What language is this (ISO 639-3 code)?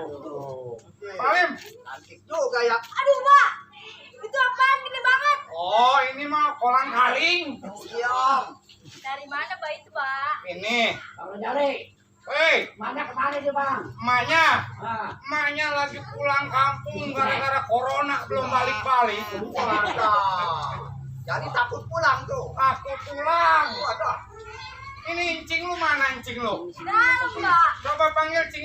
bew